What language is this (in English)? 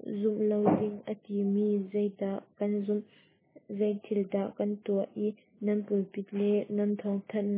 Hakha Chin